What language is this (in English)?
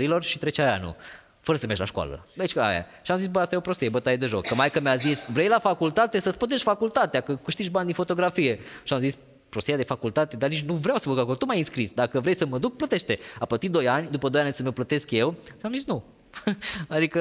Romanian